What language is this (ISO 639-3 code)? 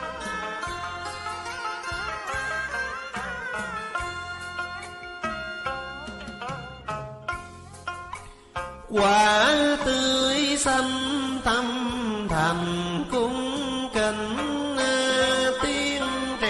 vie